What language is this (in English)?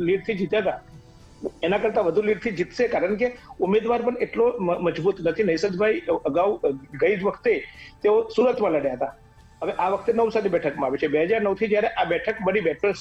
Gujarati